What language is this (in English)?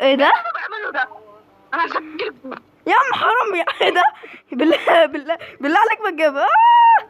Egyptian Arabic